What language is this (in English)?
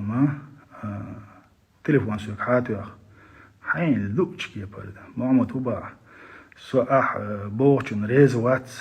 Chechen